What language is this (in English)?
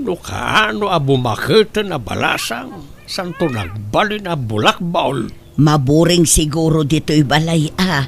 Iloko